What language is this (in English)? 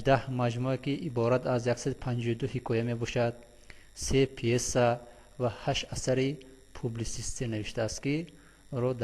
Tajik